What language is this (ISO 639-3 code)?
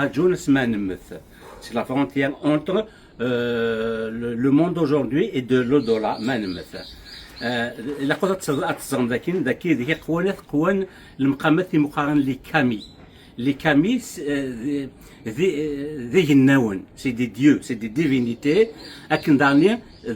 kab